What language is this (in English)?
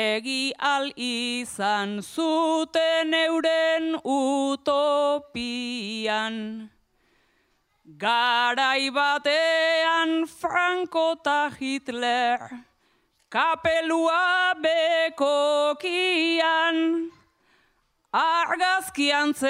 Basque